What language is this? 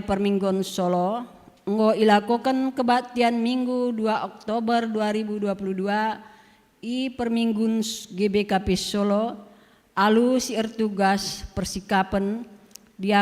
Batak Karo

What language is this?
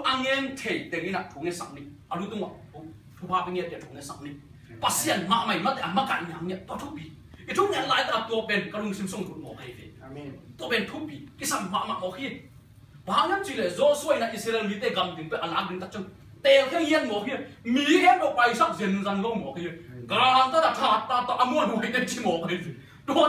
Tedim Chin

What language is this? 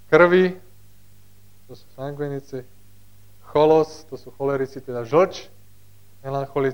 Slovak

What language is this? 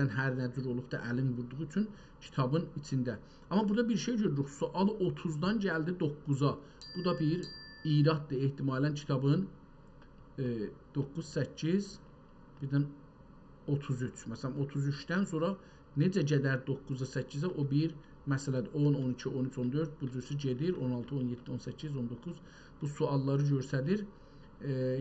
South Azerbaijani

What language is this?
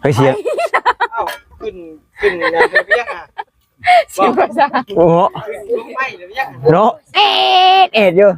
Northeastern Thai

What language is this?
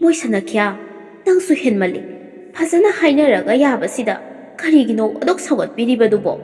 Manipuri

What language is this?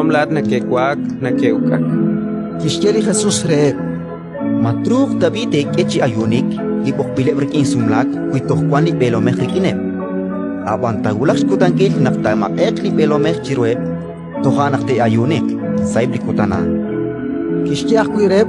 Kekchí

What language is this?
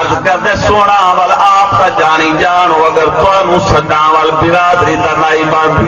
Saraiki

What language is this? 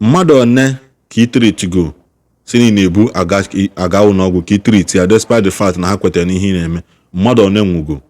Igbo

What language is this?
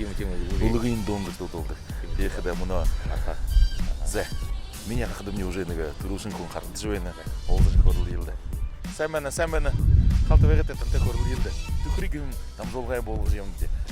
Buriat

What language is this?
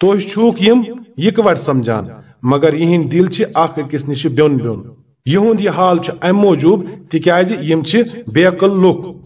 Kashmiri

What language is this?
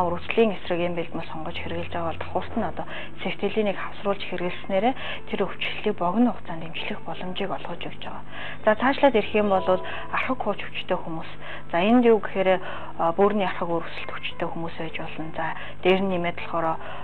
Mongolian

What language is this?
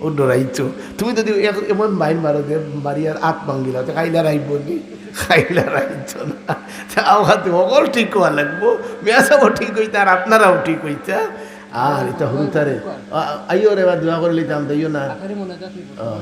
Sylheti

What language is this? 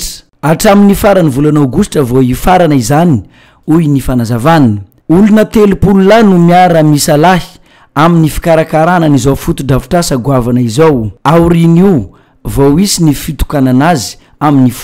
Malagasy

